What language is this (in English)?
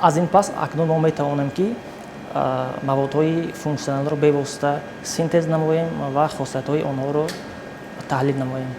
Tajik